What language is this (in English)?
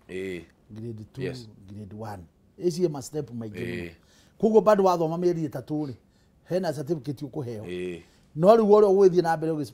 Kikuyu